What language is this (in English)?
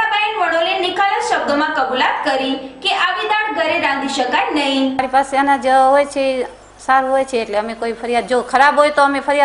Gujarati